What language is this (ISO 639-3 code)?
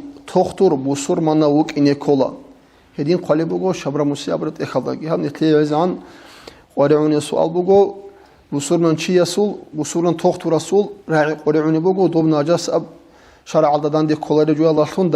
ava